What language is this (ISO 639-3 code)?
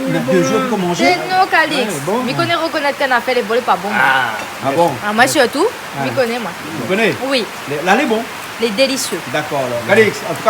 rcf